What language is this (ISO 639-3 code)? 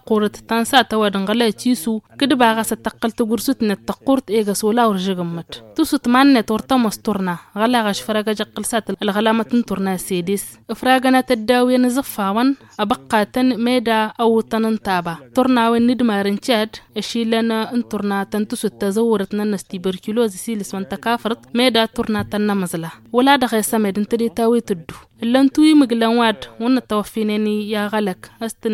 taq